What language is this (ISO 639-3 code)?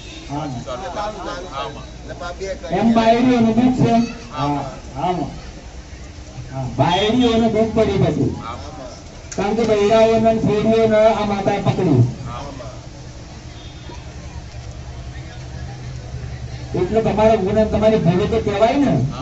guj